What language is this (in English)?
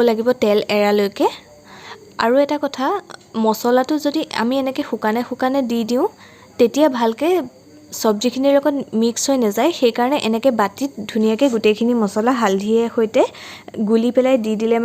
Assamese